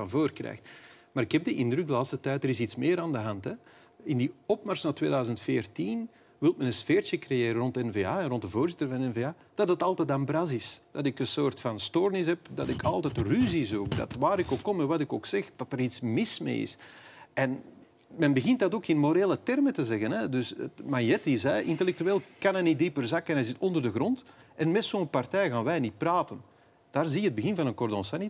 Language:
Dutch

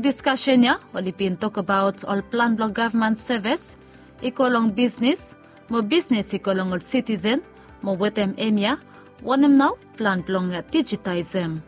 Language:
Bislama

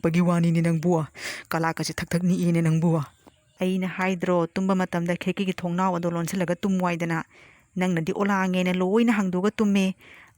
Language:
Manipuri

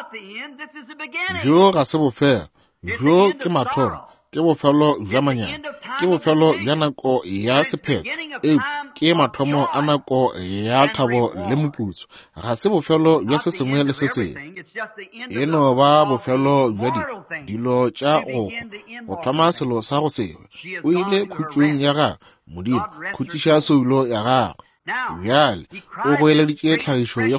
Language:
Northern Sotho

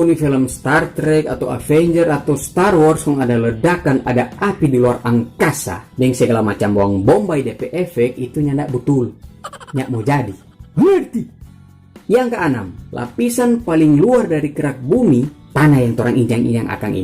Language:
Manado Malay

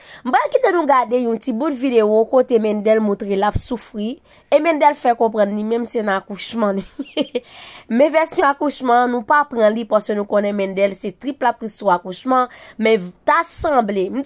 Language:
Haitian Creole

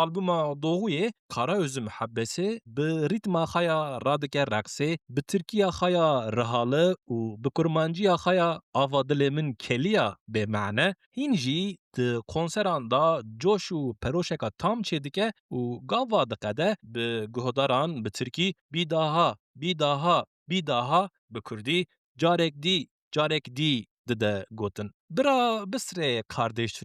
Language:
Kurdish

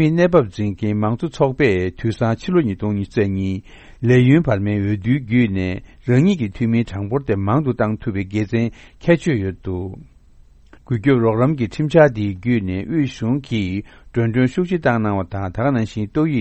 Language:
Tibetan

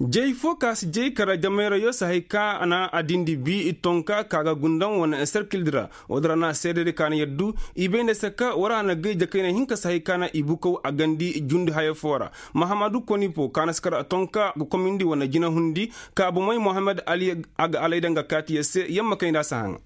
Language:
Koyraboro Senni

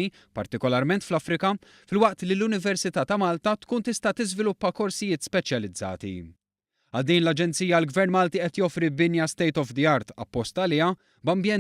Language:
Maltese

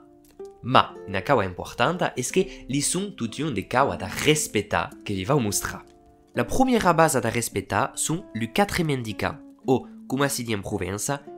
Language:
Occitan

